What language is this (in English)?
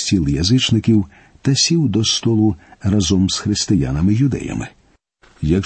Ukrainian